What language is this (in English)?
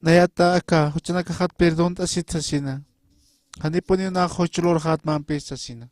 Aymara